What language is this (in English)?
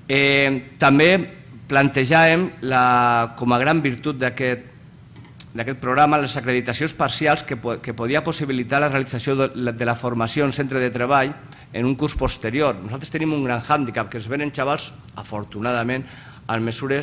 Catalan